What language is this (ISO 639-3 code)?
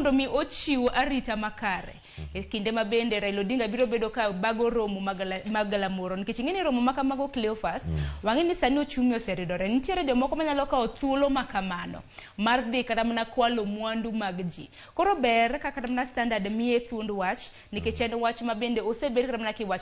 luo